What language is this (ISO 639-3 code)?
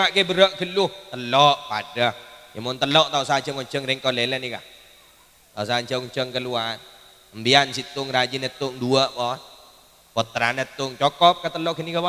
mad